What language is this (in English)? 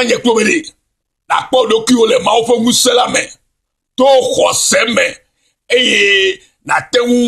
Ewe